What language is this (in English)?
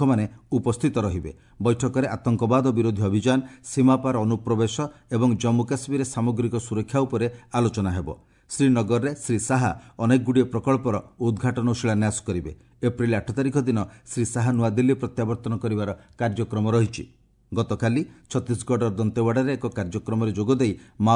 Odia